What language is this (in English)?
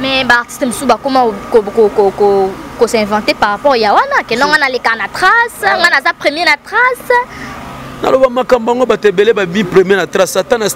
Lingala